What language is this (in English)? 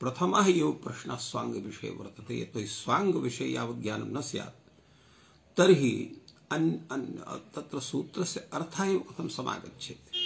Sanskrit